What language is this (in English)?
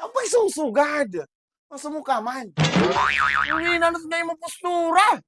Waray